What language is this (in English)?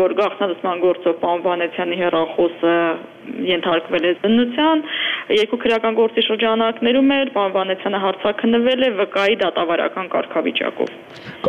Armenian